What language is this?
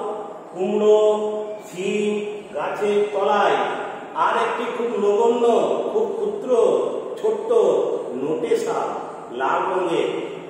Bangla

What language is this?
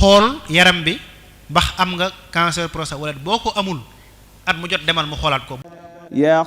Wolof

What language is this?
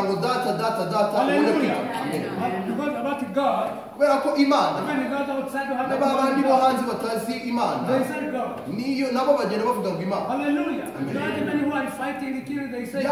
Kinyarwanda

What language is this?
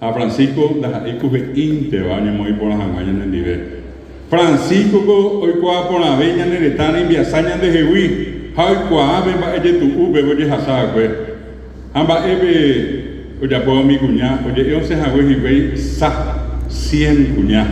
Guarani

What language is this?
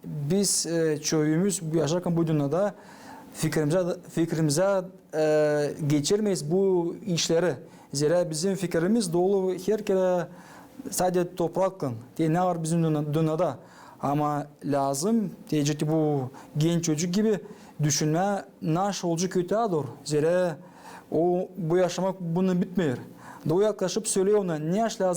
Gagauz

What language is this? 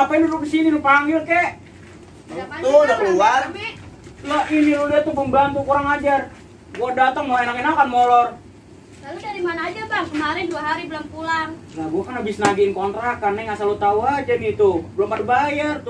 Betawi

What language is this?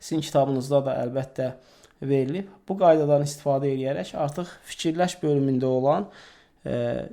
Azerbaijani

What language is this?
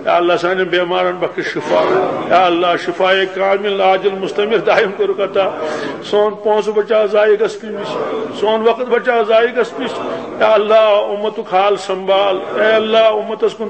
Kashmiri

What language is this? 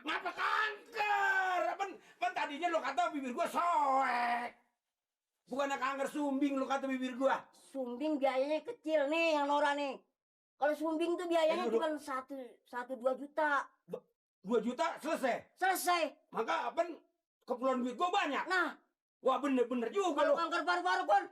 Betawi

